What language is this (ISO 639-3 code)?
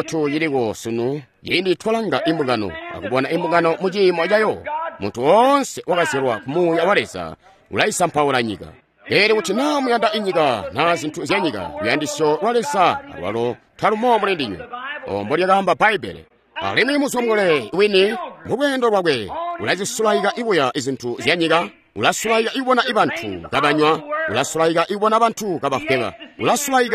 toi